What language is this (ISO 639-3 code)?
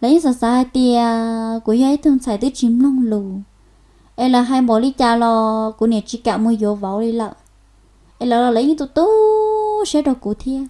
hmn